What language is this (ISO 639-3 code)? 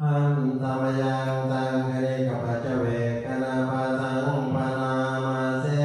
pli